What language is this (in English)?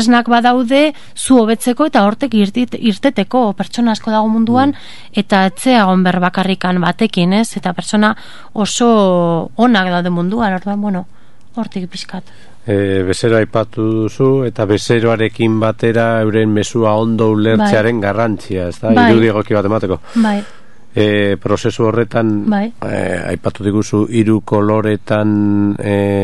Basque